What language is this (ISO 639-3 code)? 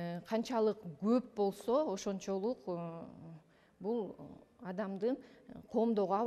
kir